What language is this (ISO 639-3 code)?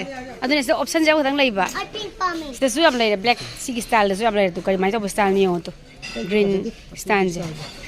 mni